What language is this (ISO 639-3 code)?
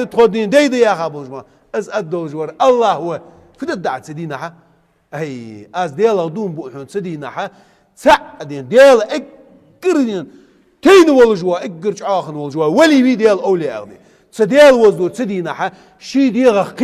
inh